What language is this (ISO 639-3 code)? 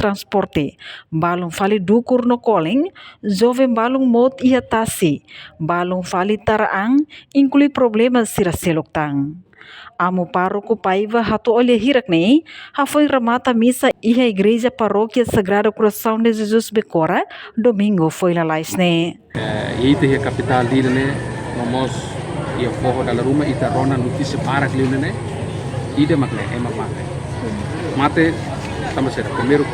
tet